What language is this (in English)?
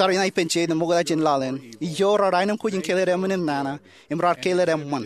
Marshallese